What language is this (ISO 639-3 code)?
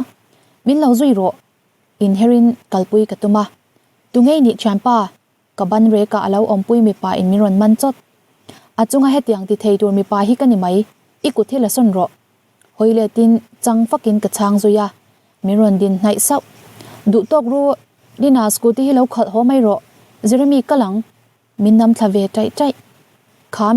lus